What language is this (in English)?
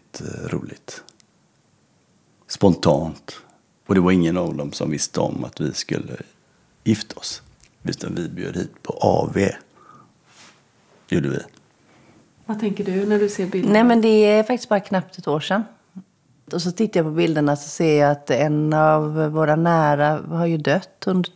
Swedish